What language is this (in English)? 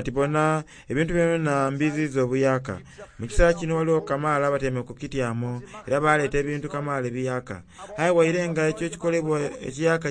Soga